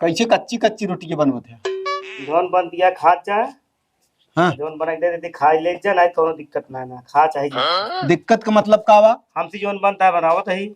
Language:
Awadhi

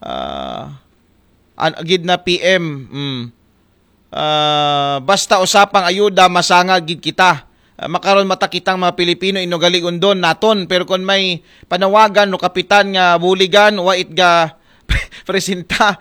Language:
Aklanon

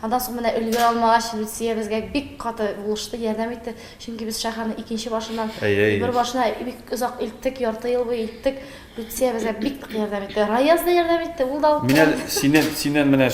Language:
Tatar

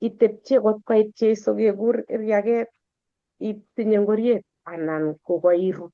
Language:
Kalenjin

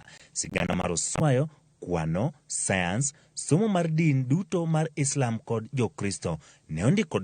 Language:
Luo (Kenya and Tanzania)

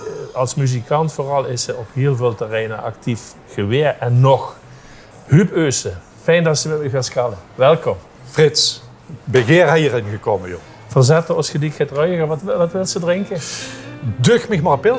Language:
Limburgish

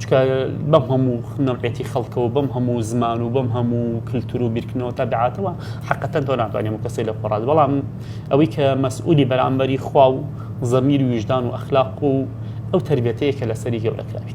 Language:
Central Kurdish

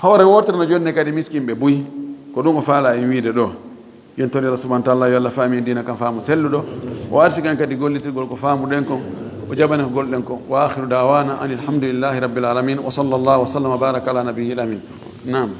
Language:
Fula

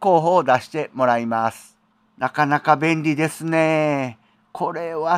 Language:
Japanese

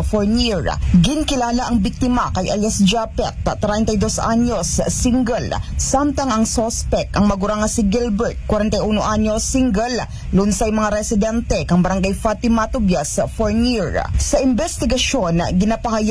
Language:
Aklanon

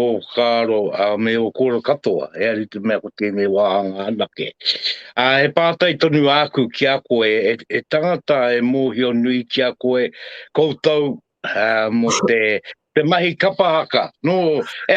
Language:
Māori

